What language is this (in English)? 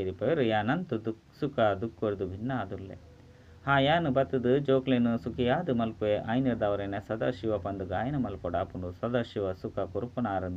Tulu